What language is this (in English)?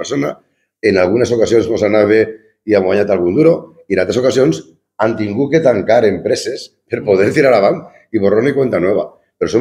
Catalan